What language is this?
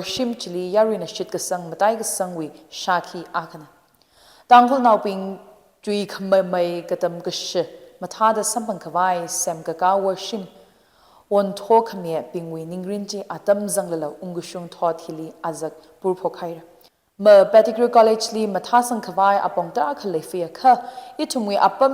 Tangkhul Naga (India)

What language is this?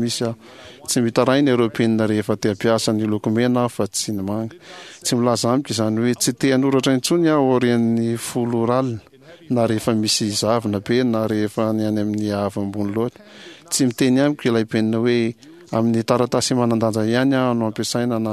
Malagasy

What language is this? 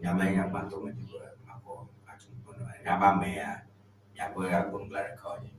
Ewe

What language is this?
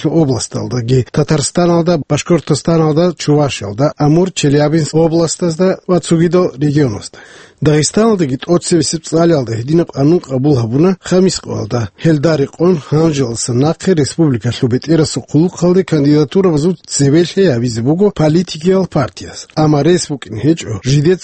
Avaric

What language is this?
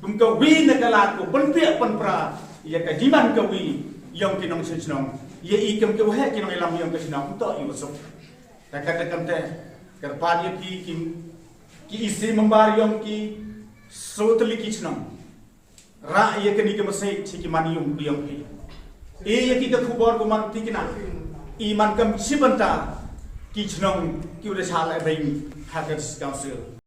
Pnar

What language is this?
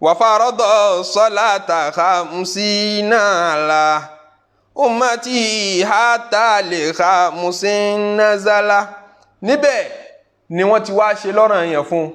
Yoruba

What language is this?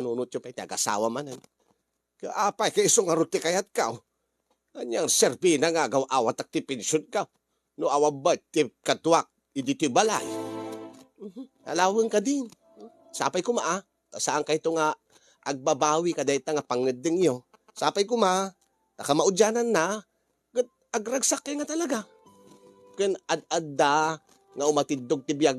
Iloko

